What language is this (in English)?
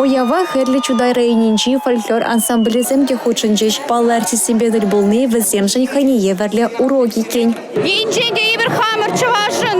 Chuvash